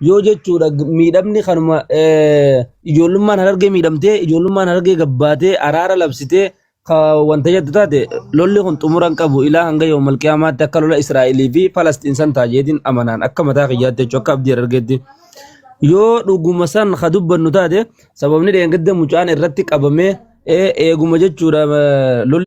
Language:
Oromo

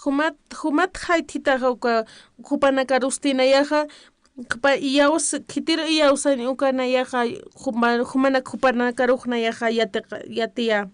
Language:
Aymara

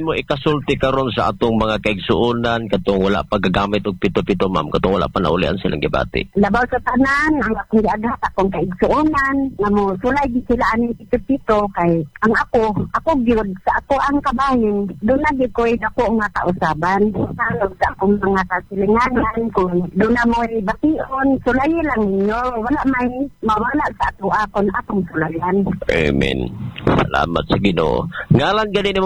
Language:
Cebuano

